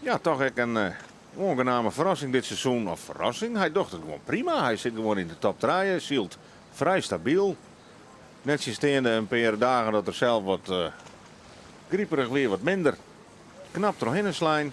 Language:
Western Frisian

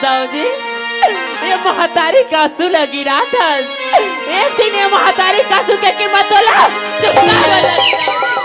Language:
Chhattisgarhi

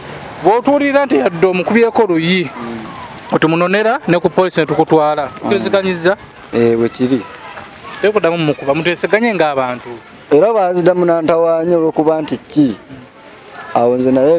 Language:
Ganda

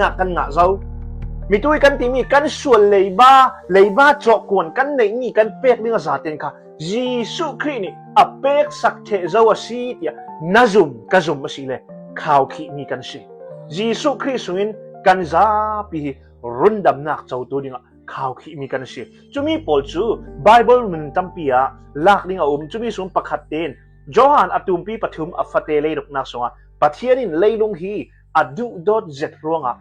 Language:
Falam Chin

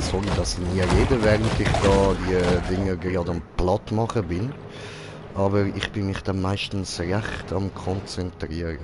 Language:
Swiss German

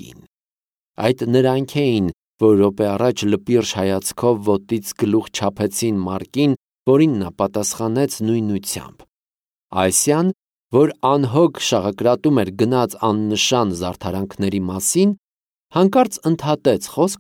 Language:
Armenian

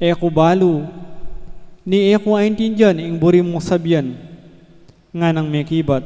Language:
Pampanga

